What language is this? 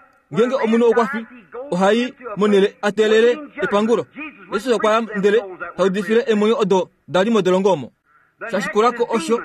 Kuanyama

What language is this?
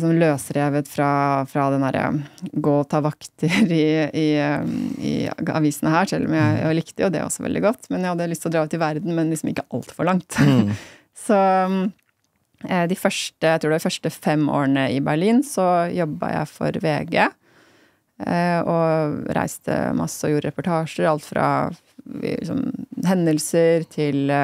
Norwegian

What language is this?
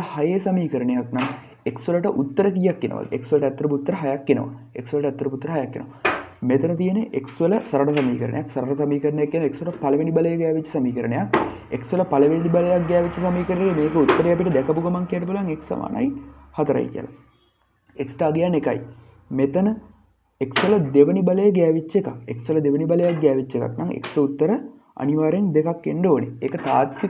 Sinhala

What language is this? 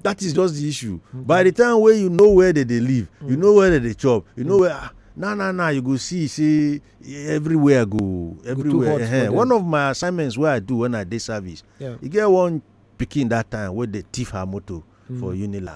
Nigerian Pidgin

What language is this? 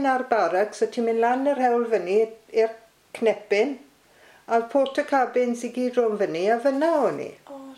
Welsh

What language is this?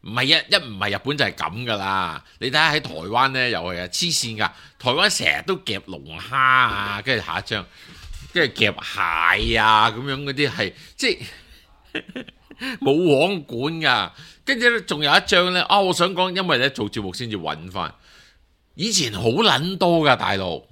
Cantonese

